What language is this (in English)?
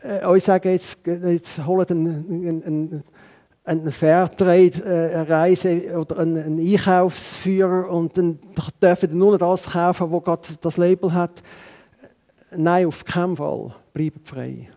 German